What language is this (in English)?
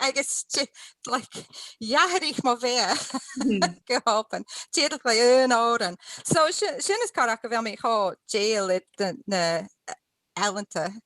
Scottish Gaelic